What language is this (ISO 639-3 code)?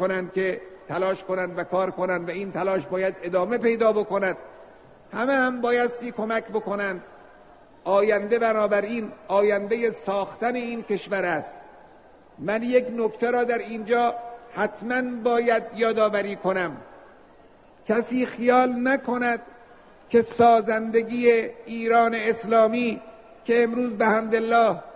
fas